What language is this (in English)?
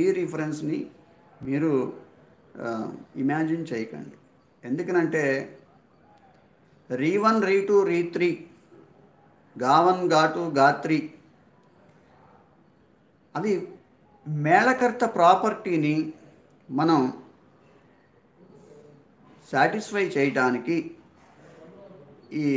Telugu